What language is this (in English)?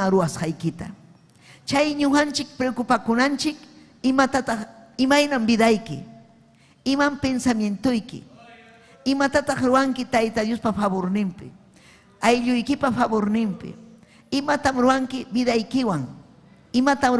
Ayacucho Quechua